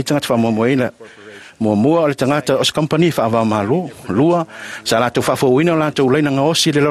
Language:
Samoan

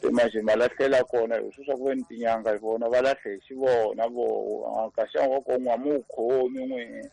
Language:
Tsonga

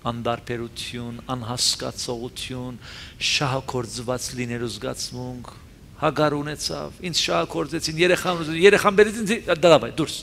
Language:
Armenian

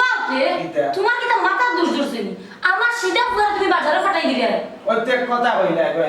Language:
Sylheti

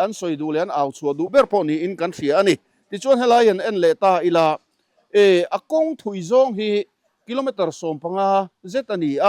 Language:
Mizo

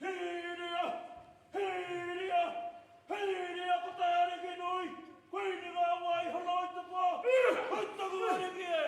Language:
Māori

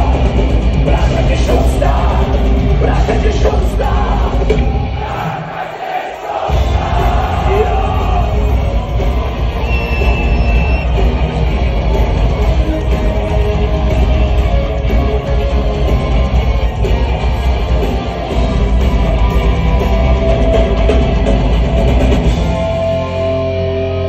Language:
Czech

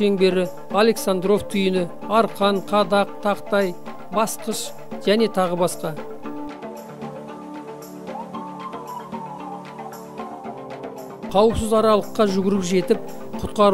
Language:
Kazakh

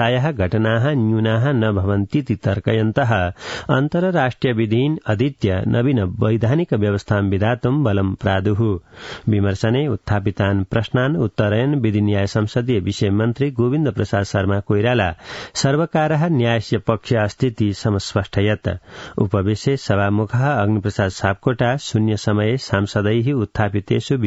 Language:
Sanskrit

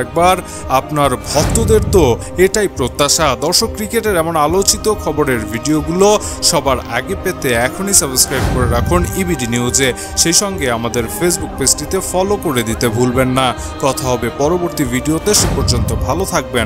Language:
Bangla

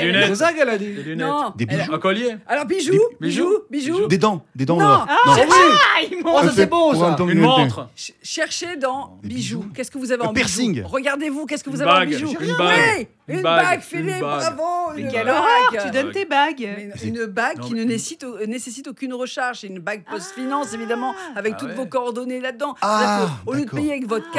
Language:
French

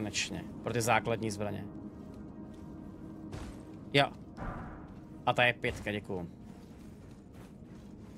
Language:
Czech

